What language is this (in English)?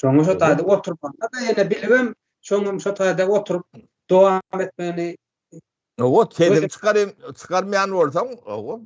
Turkmen